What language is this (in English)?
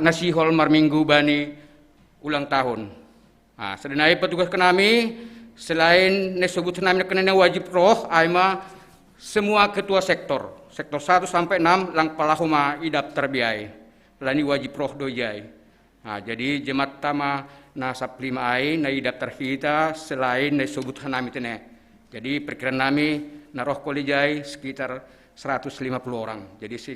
Batak Simalungun